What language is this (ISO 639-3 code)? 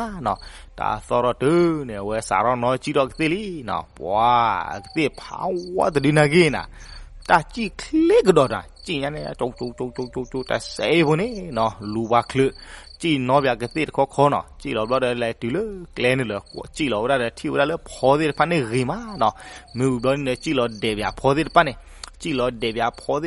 ksw